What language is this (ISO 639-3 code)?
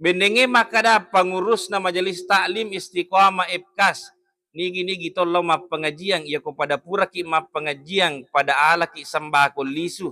bug